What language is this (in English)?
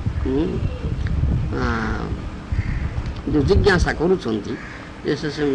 Odia